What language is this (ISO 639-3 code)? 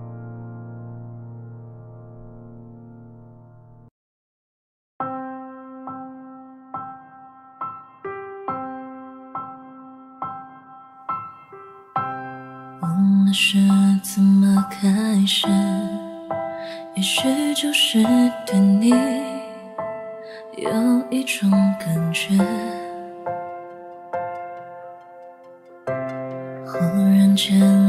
zho